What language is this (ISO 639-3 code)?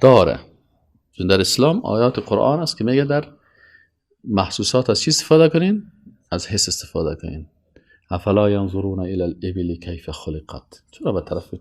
fas